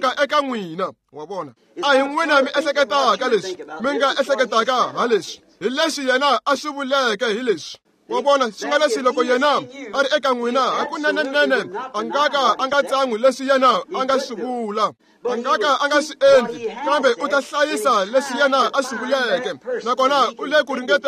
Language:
Tsonga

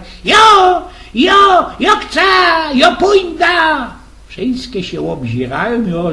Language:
Silesian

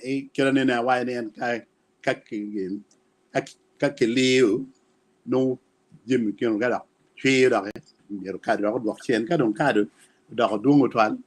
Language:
Acoli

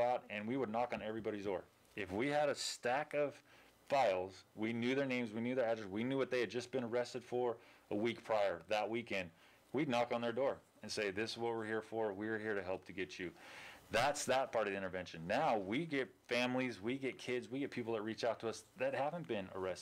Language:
English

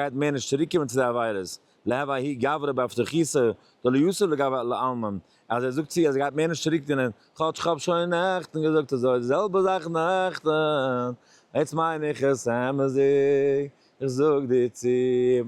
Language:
Yiddish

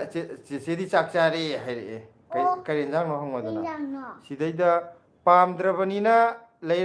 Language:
Manipuri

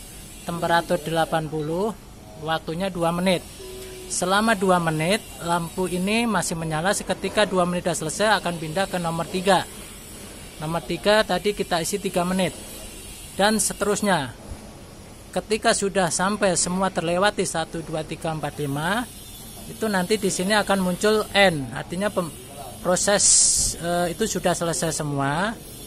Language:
Indonesian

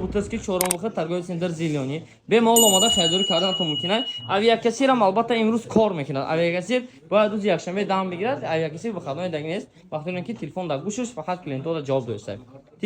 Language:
Tajik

